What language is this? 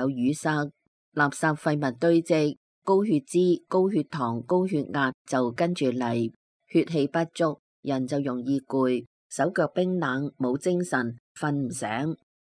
Cantonese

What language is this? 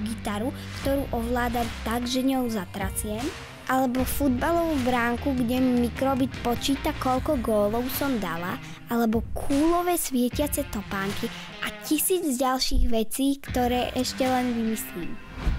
Slovak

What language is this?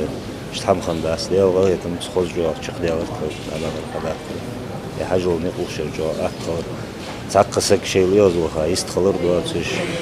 Ingush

